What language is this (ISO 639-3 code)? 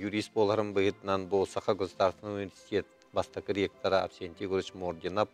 sah